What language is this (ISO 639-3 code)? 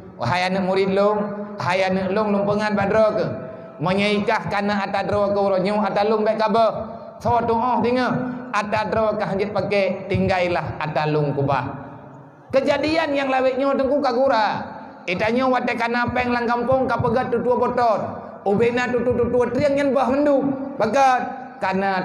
ace